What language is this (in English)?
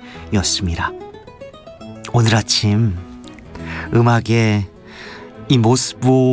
Korean